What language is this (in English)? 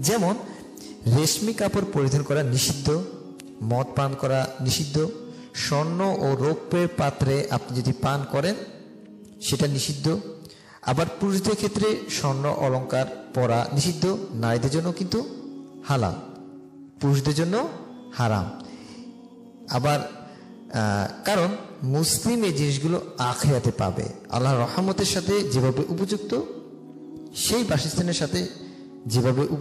Bangla